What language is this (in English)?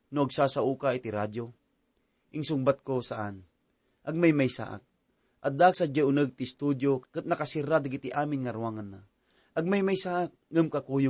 Iloko